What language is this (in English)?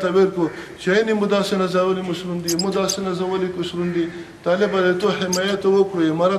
Pashto